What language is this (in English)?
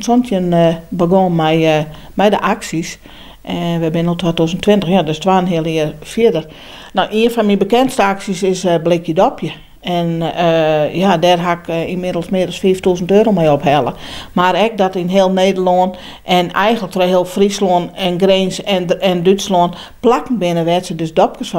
Western Frisian